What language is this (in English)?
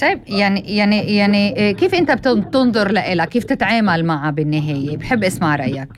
North Levantine Arabic